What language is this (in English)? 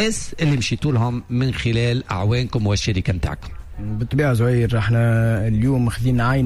Tunisian Arabic